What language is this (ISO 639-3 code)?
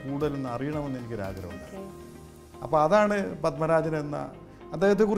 mal